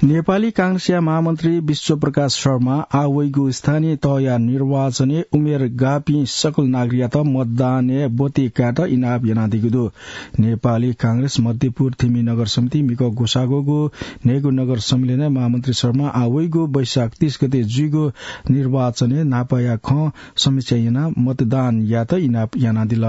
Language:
Newari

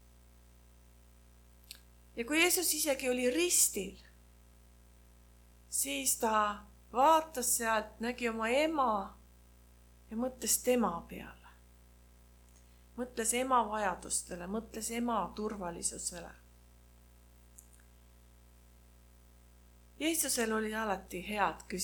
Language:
Estonian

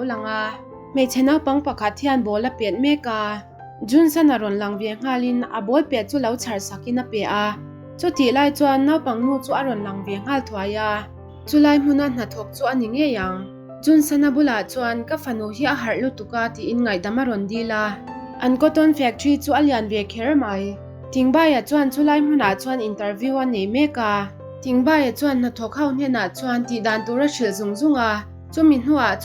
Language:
Mizo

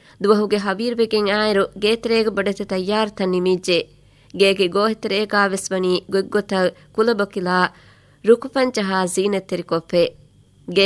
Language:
Divehi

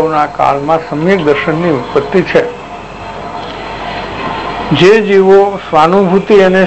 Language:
Gujarati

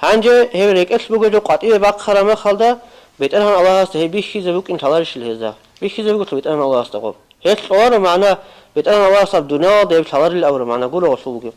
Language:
Avaric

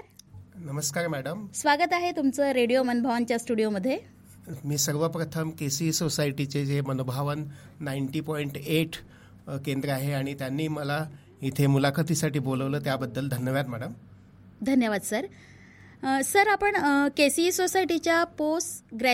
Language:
Marathi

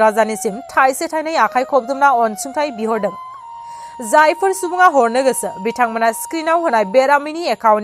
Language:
Bodo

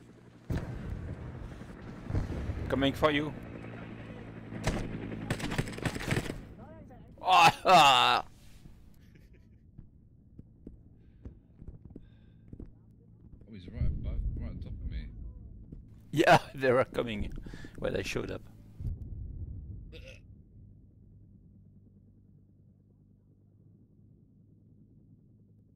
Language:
English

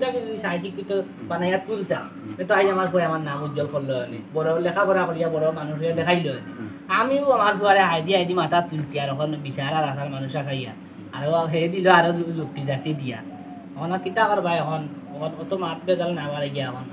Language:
Sylheti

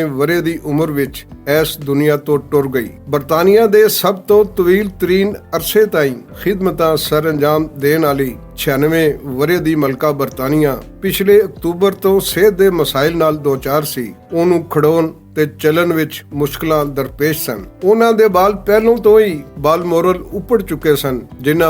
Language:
Western Panjabi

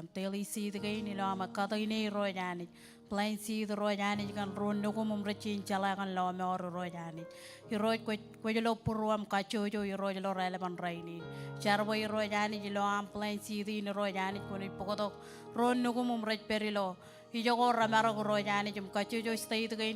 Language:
Marshallese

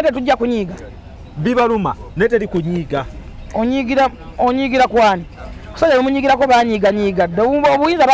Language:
Ganda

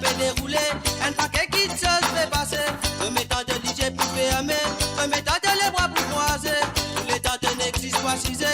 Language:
Morisyen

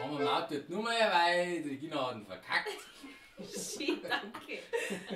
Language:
Bavarian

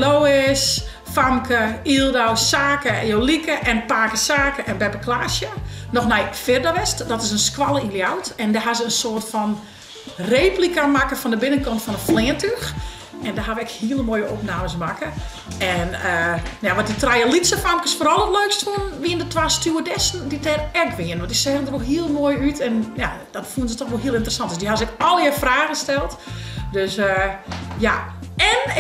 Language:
Western Frisian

